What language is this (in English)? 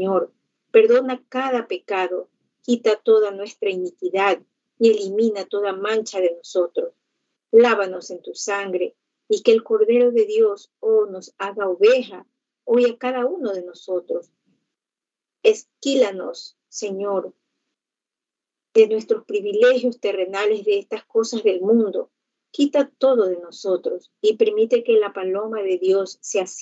Spanish